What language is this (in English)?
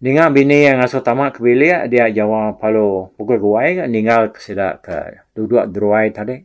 Iban